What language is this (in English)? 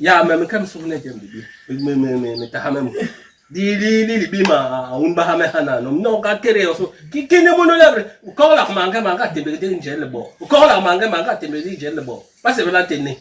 Basaa